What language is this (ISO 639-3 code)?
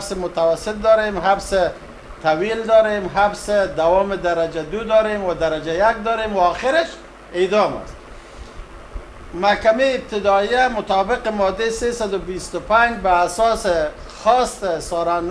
fas